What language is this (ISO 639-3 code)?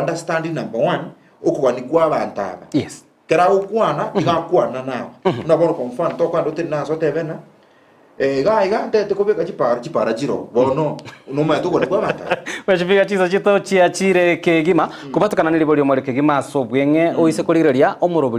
guz